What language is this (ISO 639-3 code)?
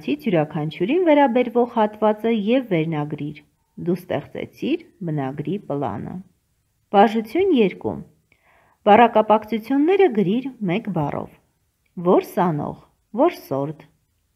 hye